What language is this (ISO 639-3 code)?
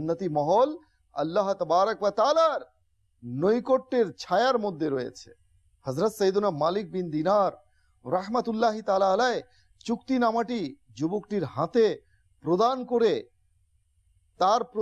ben